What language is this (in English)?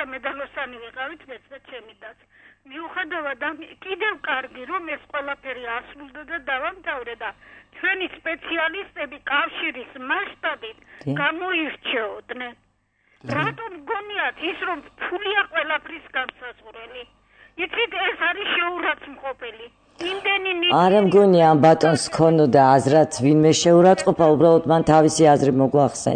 Georgian